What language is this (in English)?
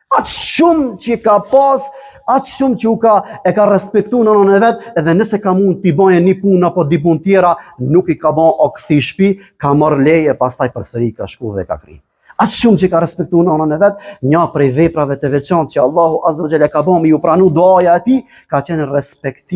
Albanian